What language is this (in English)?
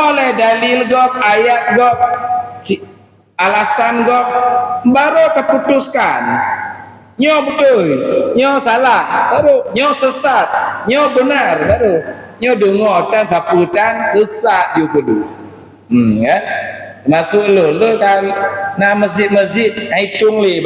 Achinese